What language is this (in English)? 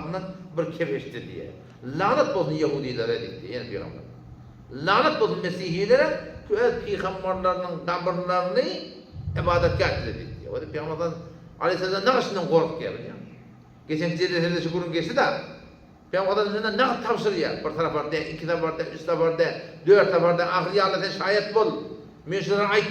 Turkmen